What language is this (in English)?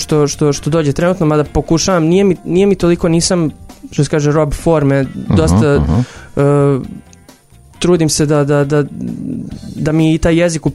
Serbian